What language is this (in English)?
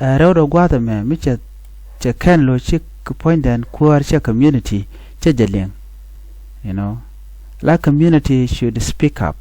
Nuer